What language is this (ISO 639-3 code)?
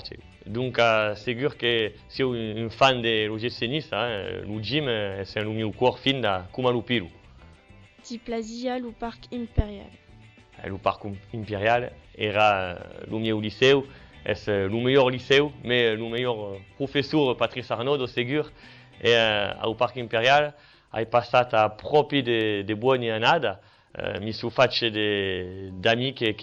oci